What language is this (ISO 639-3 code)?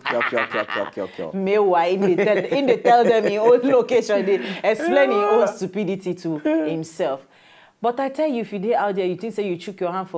pcm